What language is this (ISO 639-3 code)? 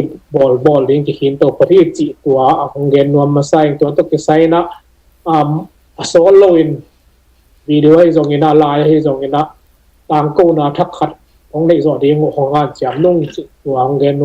ctd